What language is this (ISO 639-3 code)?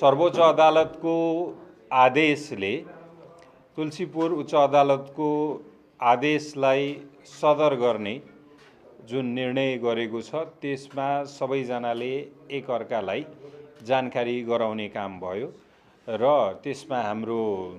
nep